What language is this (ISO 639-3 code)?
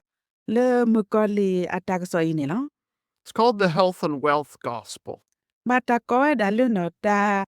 ksw